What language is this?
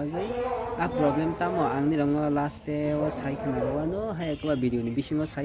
Kok Borok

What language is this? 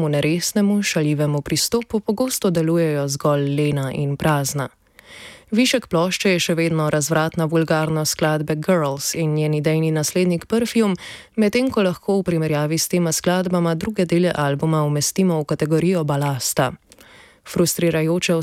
Slovenian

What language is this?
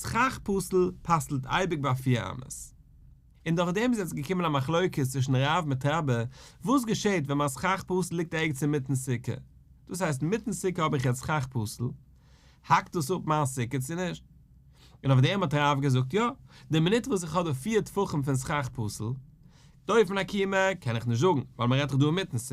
Yiddish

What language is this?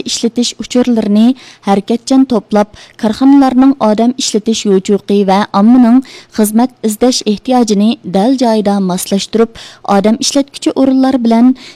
Uyghur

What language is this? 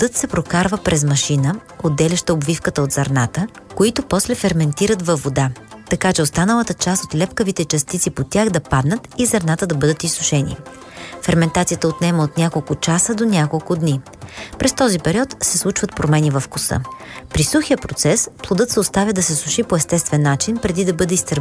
Bulgarian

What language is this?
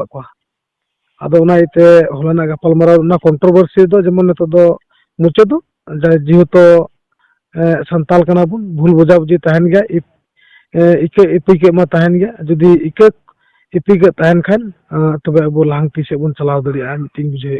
Santali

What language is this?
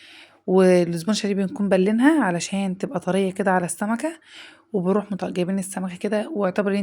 Egyptian Arabic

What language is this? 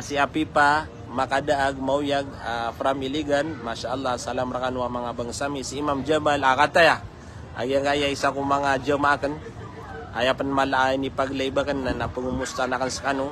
Maranao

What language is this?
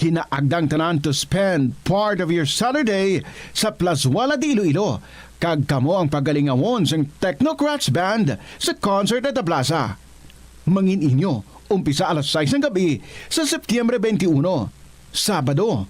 Hiligaynon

